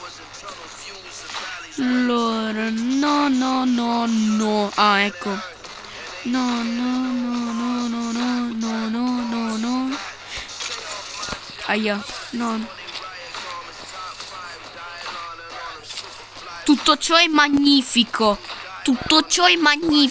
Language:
Italian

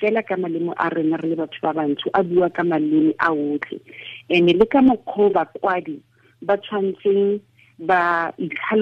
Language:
Tswana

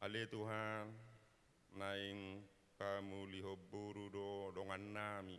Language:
Batak Toba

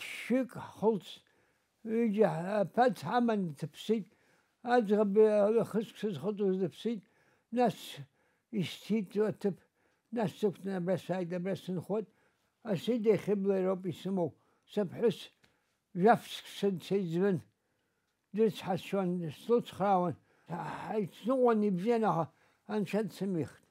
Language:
Abkhazian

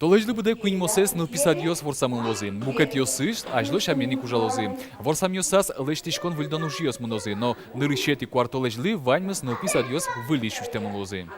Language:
Udmurt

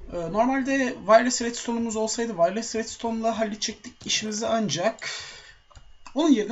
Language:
Turkish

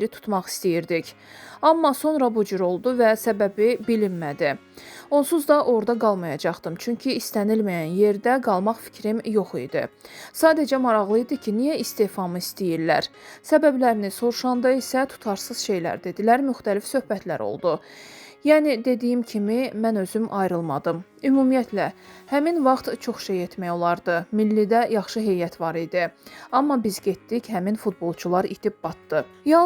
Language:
Azerbaijani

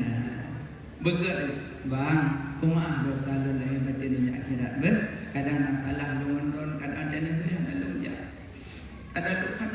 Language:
Achinese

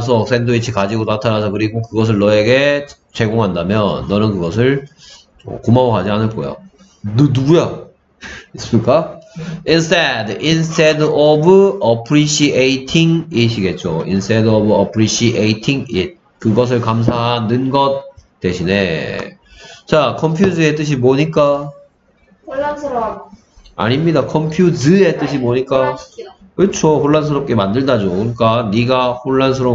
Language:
Korean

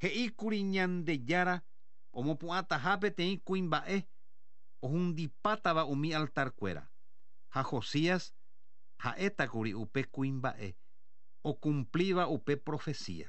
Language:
Guarani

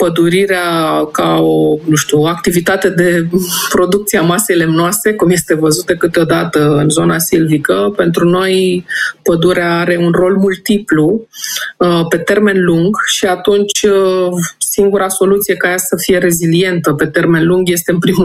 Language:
Romanian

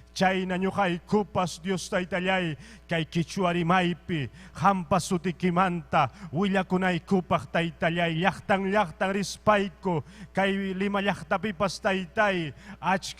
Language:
Ayacucho Quechua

